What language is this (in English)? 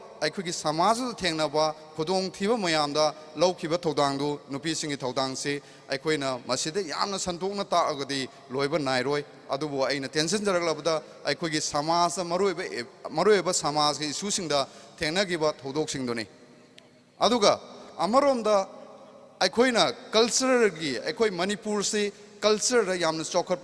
Manipuri